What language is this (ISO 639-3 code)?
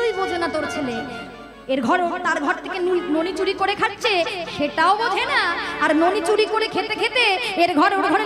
ben